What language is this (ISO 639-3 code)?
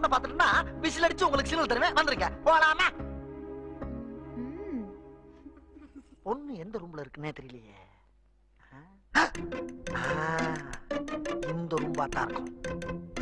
tam